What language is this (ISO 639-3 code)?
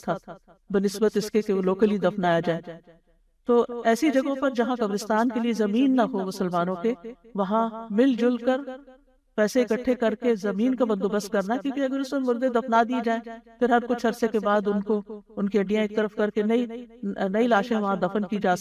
urd